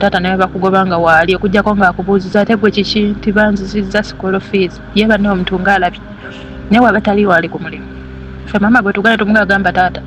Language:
Ganda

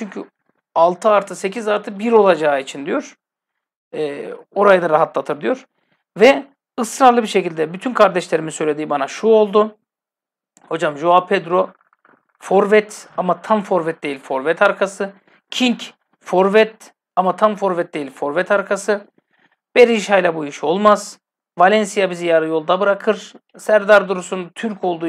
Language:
Turkish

